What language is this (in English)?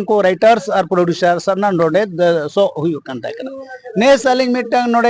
Santali